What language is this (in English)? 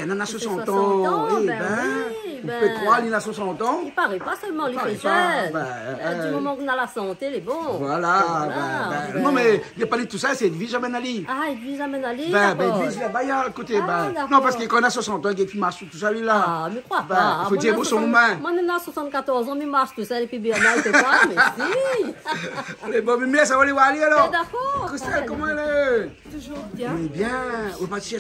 Réunion Creole French